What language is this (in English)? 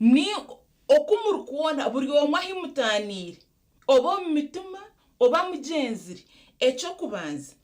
Nyankole